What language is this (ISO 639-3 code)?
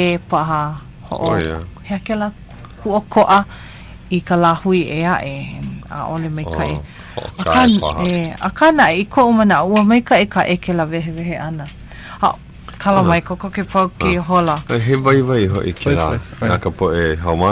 haw